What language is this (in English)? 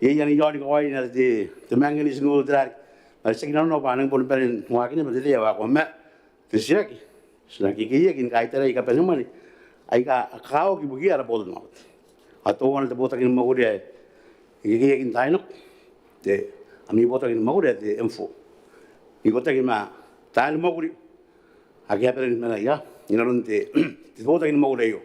Gilbertese